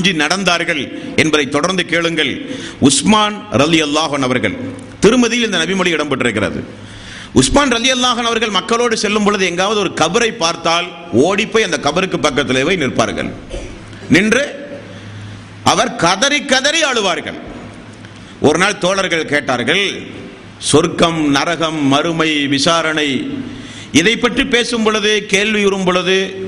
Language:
Tamil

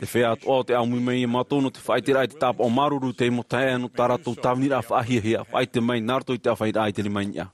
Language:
Tahitian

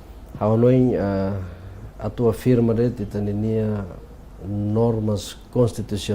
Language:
Tetum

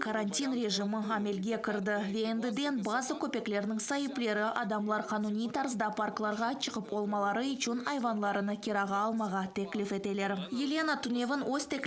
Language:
Crimean Tatar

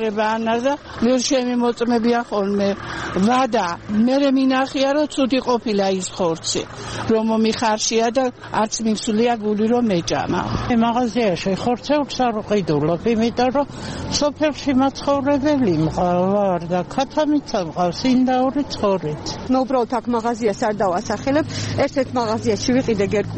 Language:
Georgian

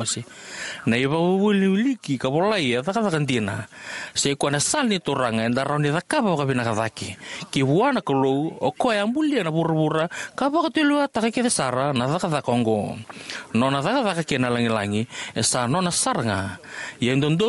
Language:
Fijian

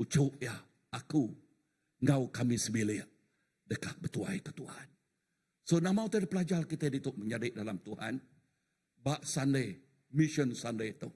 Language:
Iban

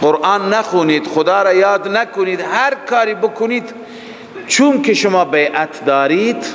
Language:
Persian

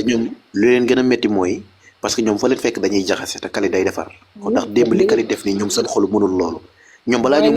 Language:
Wolof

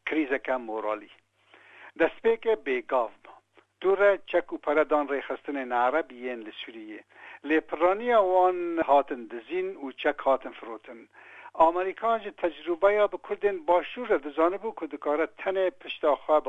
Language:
Kurdish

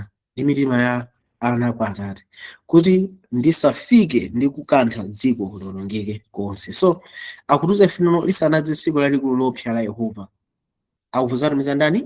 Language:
Nyanja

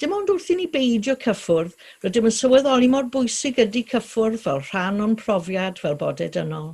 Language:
Welsh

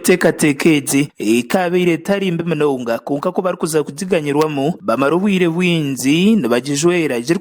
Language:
Nyankole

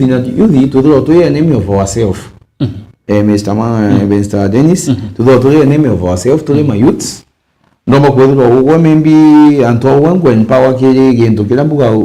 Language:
Meru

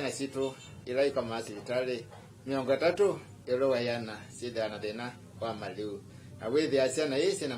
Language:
Kamba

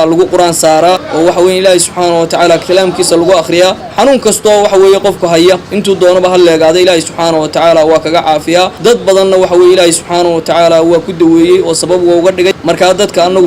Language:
Somali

